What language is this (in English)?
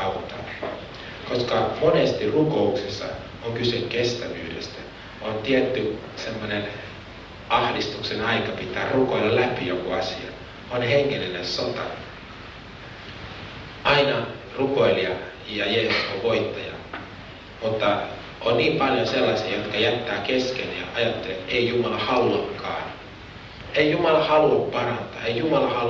Finnish